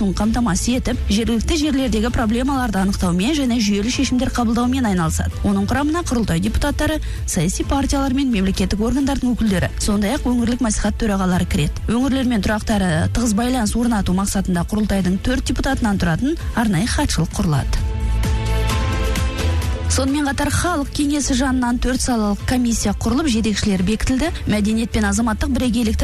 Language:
Kazakh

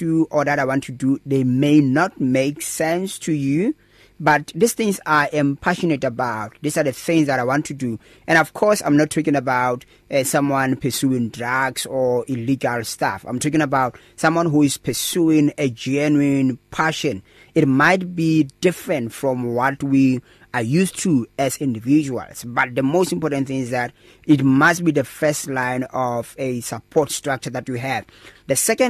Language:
English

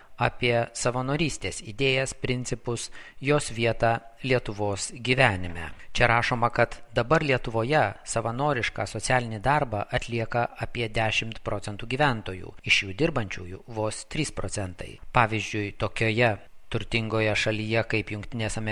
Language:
Lithuanian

